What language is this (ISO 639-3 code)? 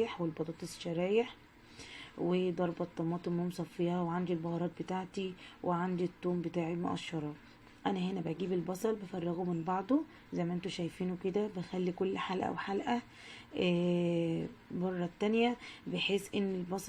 arz